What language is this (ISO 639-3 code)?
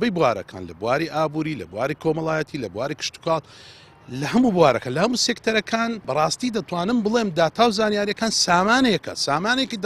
ckb